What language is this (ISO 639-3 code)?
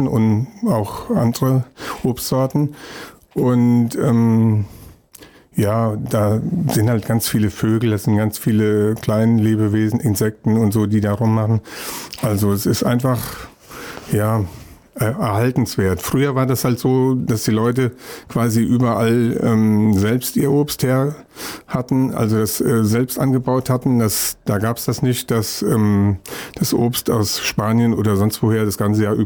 deu